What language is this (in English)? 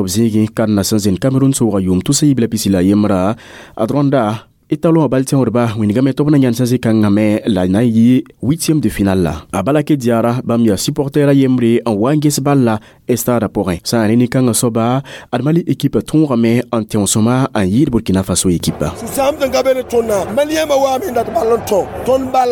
Mossi